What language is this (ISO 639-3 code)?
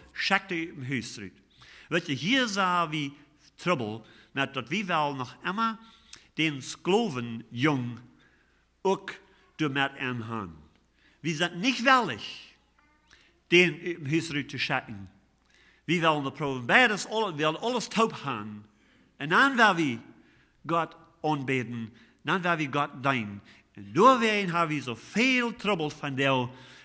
pdt